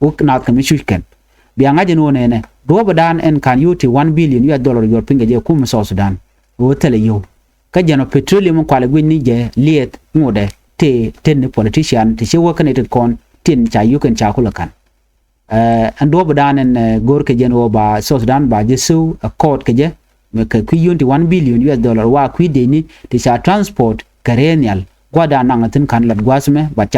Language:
Nuer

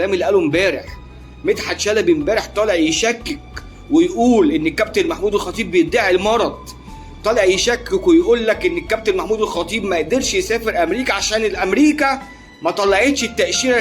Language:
Egyptian Arabic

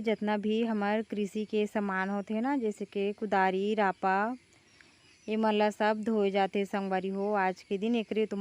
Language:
Chhattisgarhi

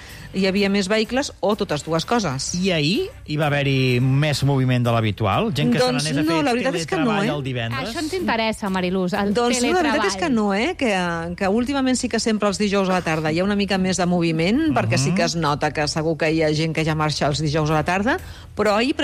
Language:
Catalan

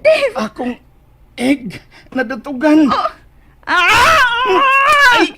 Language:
Cebuano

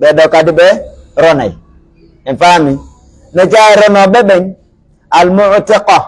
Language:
Pular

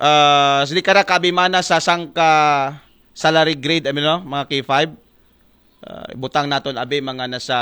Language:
Aklanon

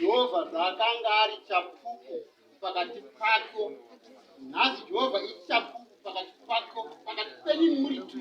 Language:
Shona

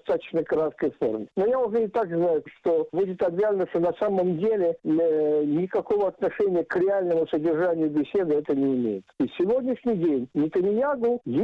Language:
Russian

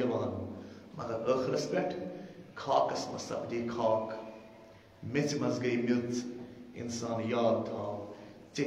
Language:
Kashmiri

